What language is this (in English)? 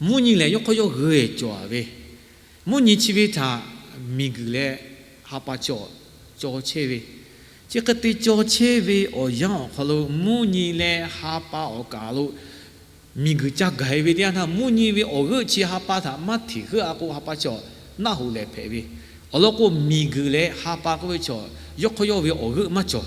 Lahu